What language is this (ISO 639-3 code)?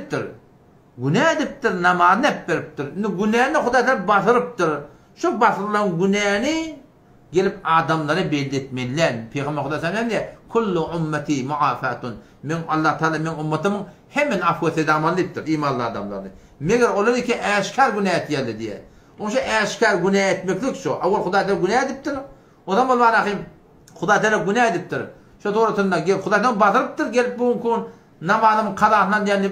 tuk